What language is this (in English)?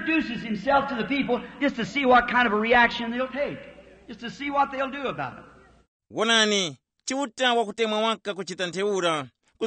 Tumbuka